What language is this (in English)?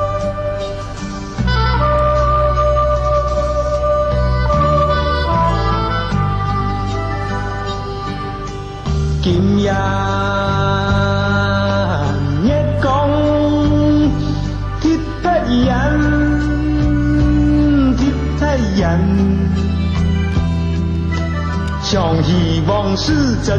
Chinese